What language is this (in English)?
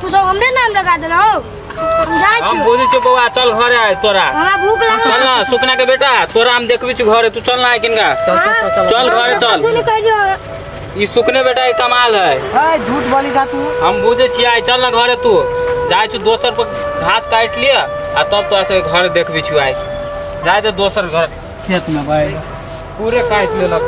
Maithili